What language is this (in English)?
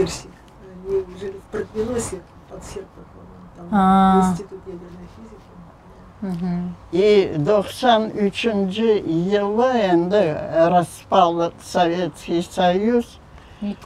Crimean Tatar